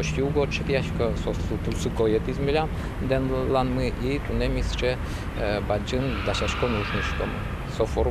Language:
Udmurt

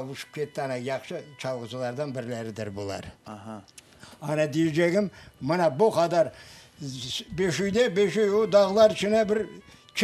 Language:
Crimean Tatar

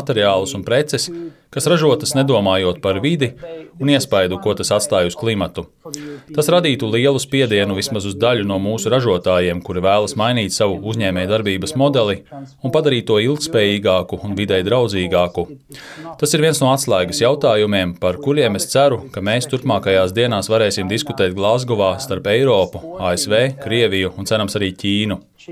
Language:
Latvian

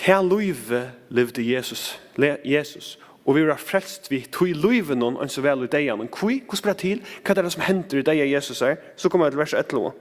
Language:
Faroese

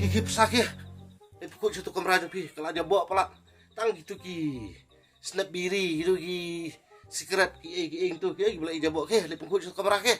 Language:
Khasi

